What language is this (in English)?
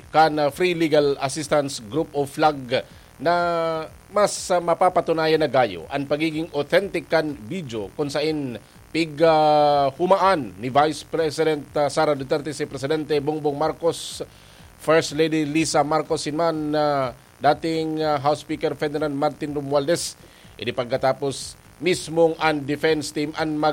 Bikol